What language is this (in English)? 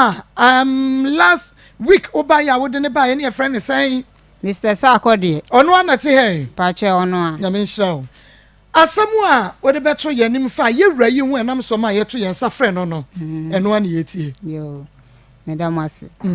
Akan